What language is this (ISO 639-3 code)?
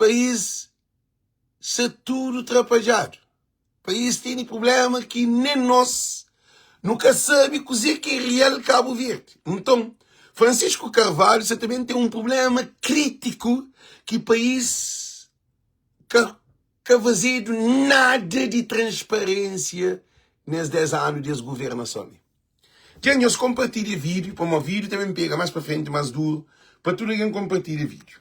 kea